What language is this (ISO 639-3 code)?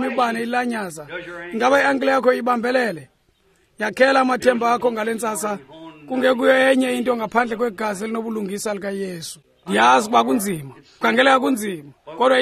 xho